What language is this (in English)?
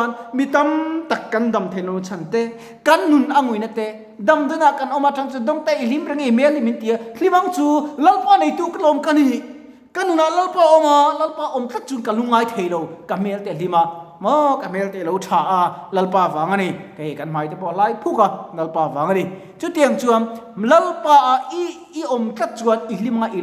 Mizo